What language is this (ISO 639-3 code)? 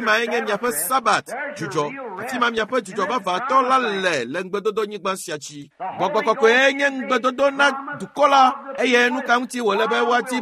ewe